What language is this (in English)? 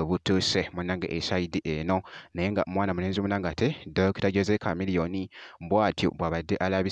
Ganda